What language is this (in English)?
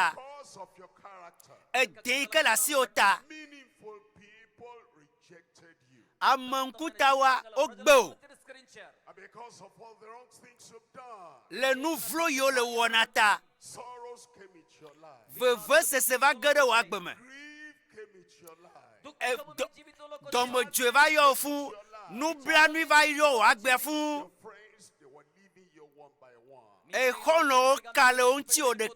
Ewe